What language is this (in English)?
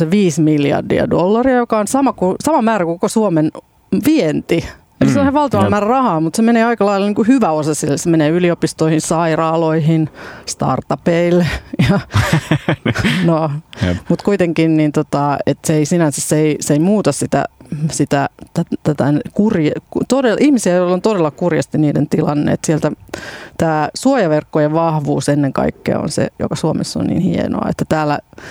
Finnish